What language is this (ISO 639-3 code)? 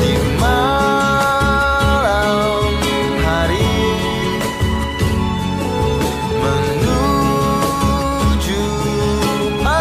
ind